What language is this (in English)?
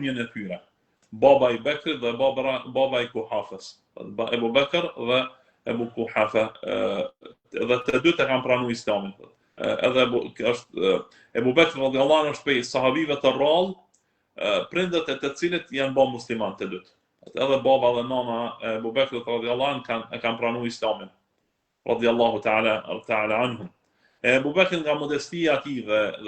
Albanian